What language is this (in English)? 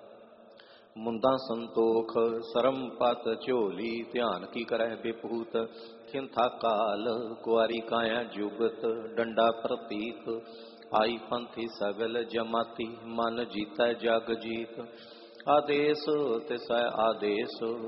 Punjabi